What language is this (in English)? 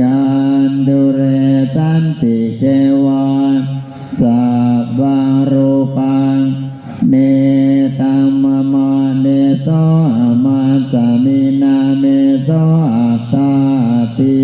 Pali